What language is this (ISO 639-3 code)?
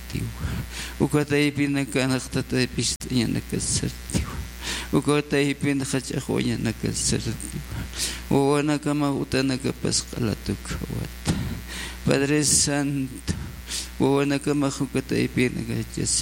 aym